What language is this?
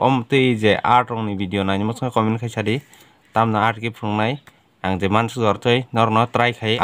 Kok Borok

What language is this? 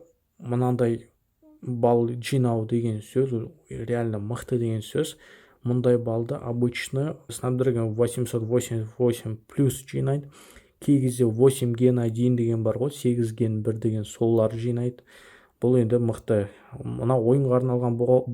Kazakh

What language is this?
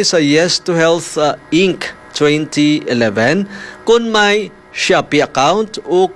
Hiligaynon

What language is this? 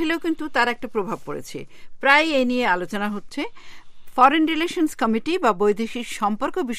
Bangla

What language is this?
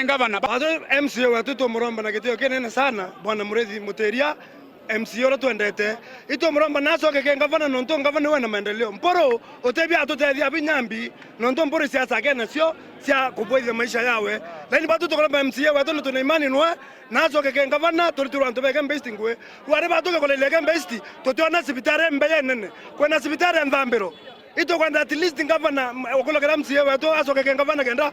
Meru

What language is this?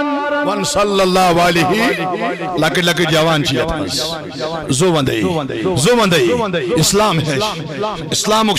Kashmiri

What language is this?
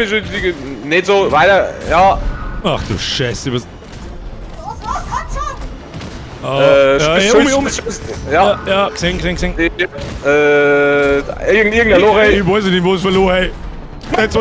Bavarian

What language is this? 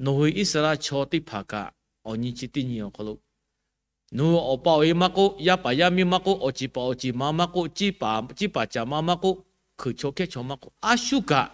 Lahu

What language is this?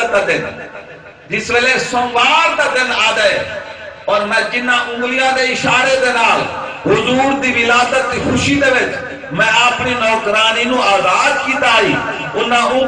Saraiki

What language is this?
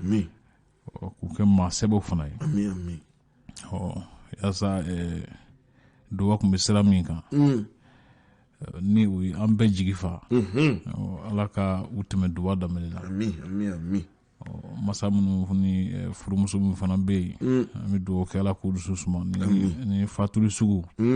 Bambara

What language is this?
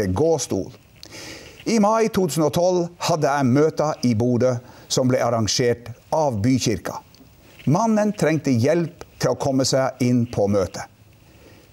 Norwegian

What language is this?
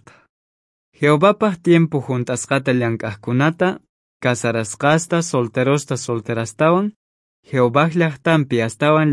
South Bolivian Quechua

